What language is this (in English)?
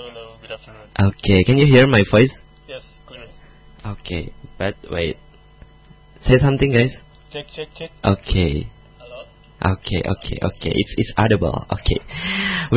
Indonesian